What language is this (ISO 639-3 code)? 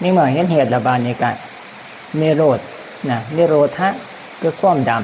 tts